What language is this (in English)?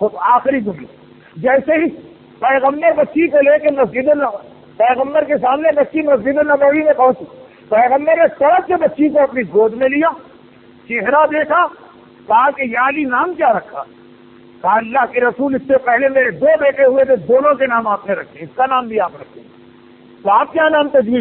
Urdu